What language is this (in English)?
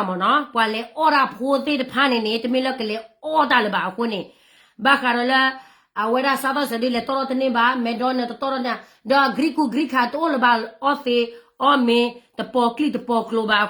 S'gaw Karen